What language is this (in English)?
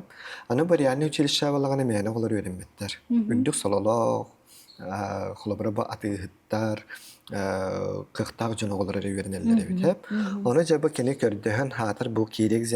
Yakut